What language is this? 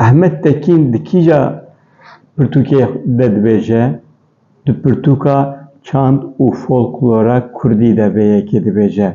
Kurdish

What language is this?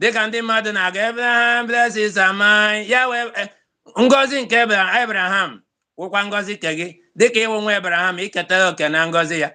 Igbo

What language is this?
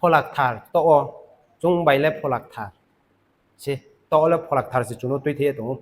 Riang (India)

